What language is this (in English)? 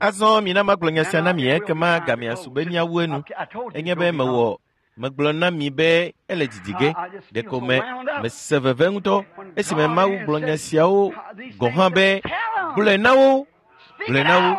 Ewe